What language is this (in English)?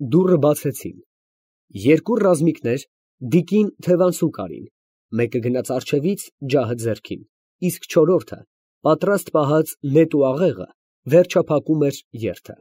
Armenian